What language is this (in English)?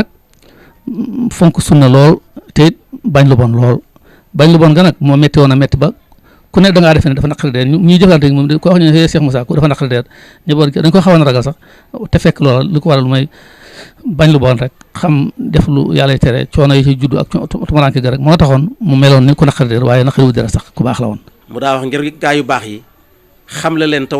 Wolof